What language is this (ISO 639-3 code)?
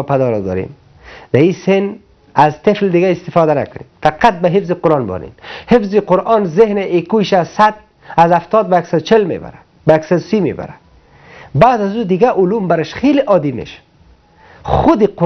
fas